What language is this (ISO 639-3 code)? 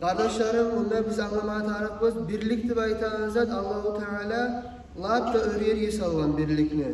kum